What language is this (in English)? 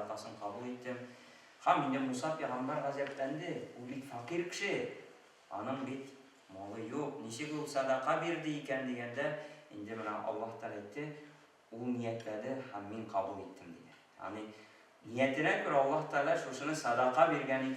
Tatar